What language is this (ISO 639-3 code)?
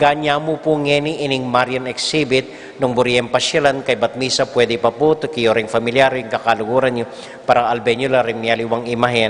pam